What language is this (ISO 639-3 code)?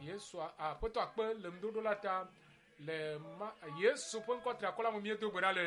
ewe